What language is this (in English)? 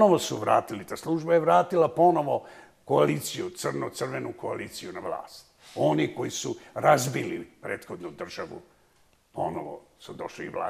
Bosnian